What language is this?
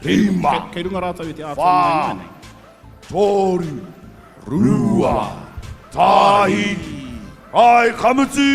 Māori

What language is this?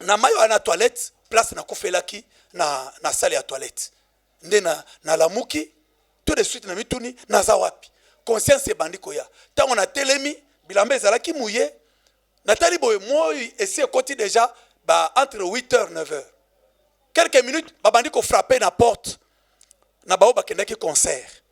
Lingala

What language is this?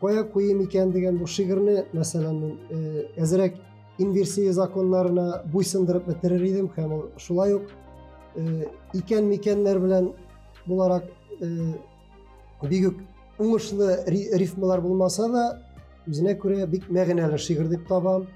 Tatar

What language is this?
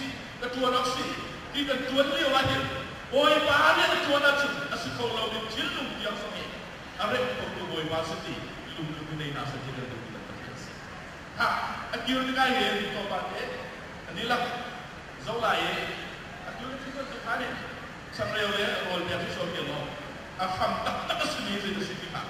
Hakha Chin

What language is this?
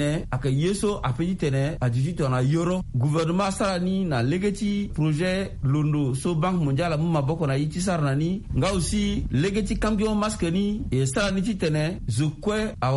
Sango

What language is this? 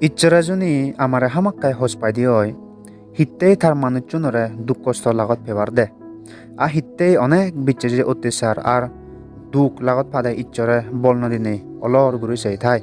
Chakma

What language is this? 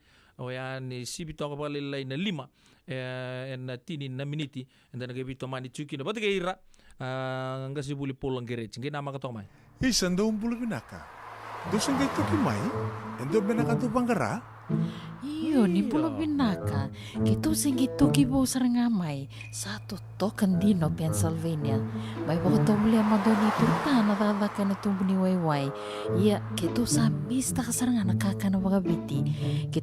Fijian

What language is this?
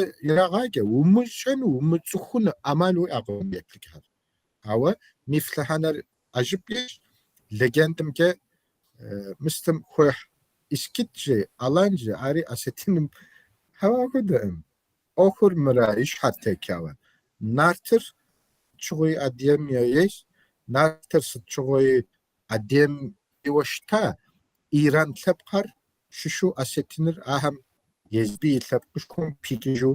Kabardian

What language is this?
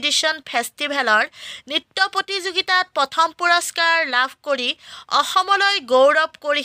Assamese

